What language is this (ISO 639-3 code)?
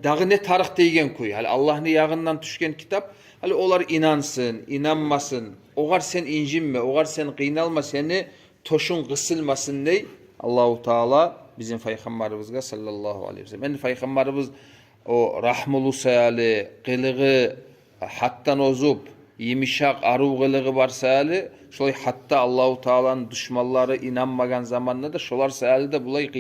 kum